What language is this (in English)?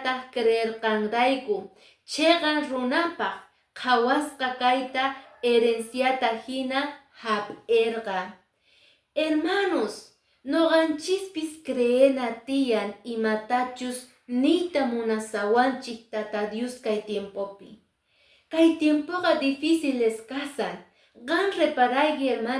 Quechua